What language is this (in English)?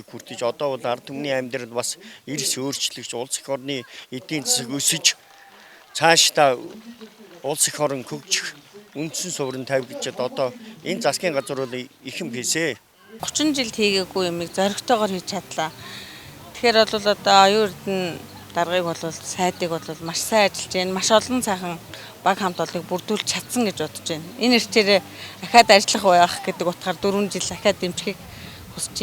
Mongolian